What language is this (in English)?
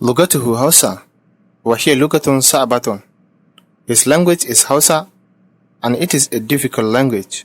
Hausa